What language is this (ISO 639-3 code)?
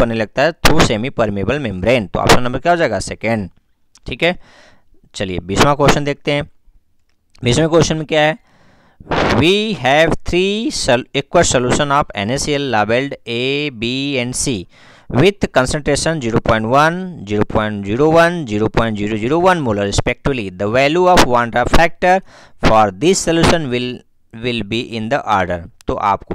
hin